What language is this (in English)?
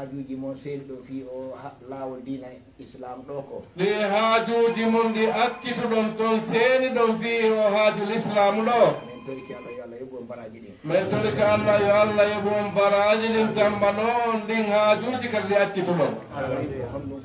Fula